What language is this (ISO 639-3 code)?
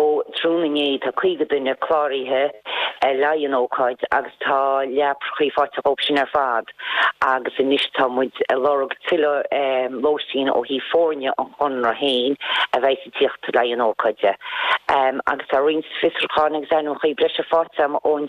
gle